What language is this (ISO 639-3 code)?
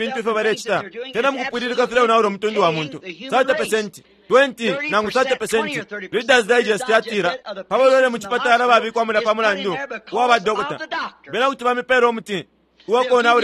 bem